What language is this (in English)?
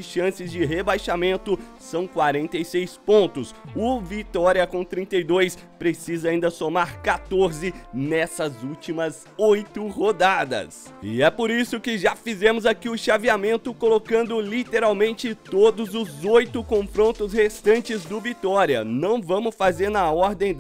Portuguese